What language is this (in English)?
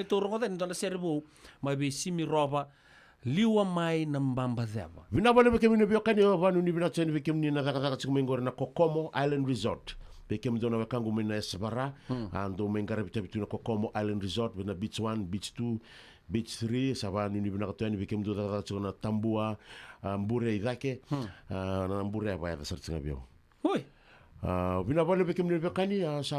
Fijian